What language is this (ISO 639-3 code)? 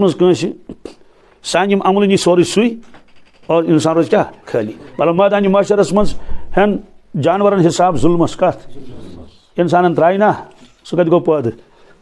kas